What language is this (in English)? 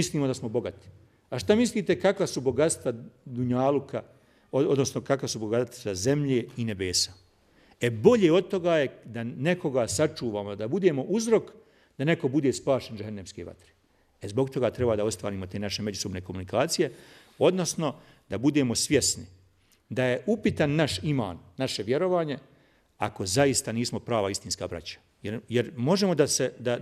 Bosnian